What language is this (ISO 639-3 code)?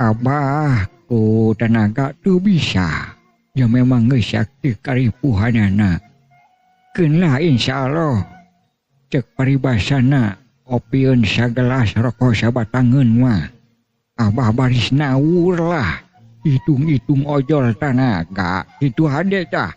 sun